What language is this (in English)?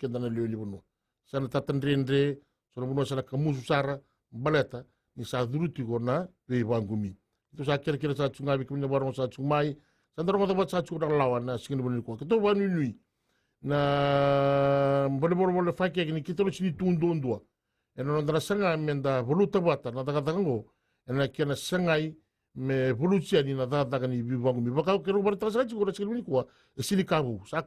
Fijian